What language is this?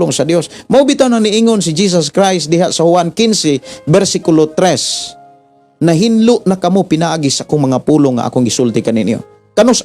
Cebuano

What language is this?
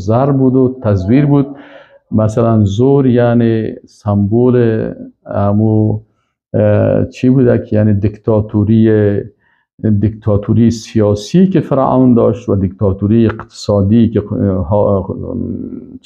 Persian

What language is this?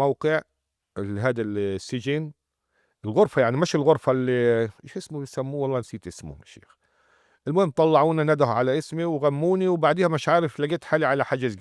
North Levantine Arabic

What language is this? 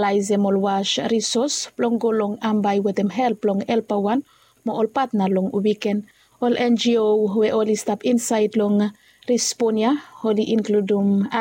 Bislama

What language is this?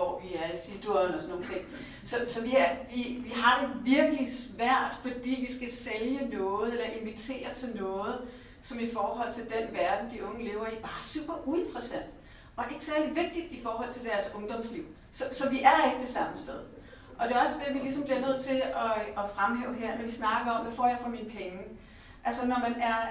Danish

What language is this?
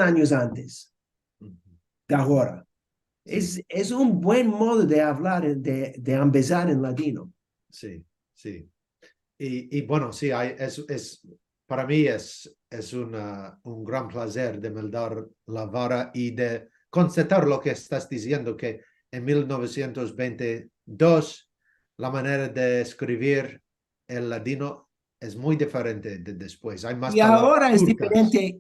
Ladino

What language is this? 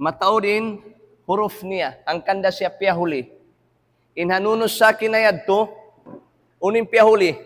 Tausug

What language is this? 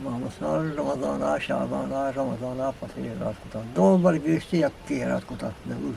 Eastern Balochi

